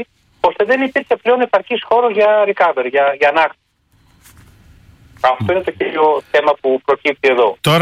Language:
Greek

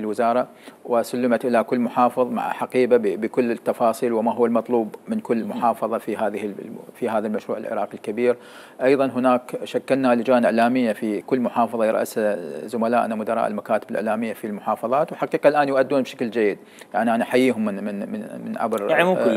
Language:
Mesopotamian Arabic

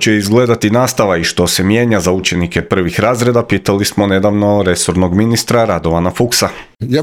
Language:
Croatian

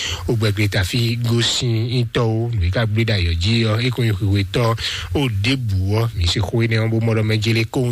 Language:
Fon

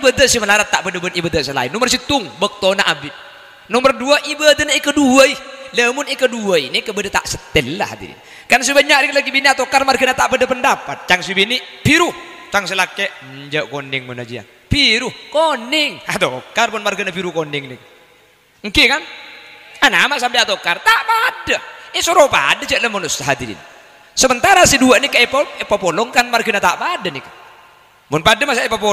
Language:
Madurese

